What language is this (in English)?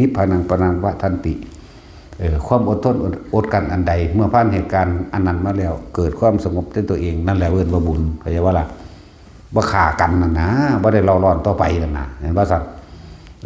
Northeastern Thai